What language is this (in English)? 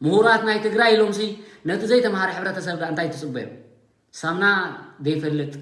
Tigrinya